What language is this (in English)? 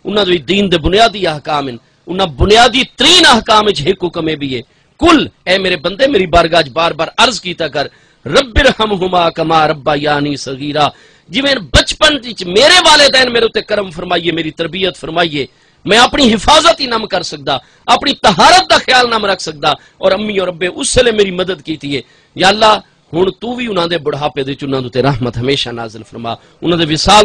Saraiki